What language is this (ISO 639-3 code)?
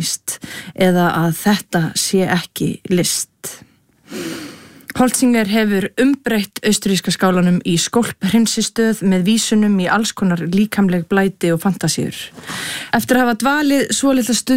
isl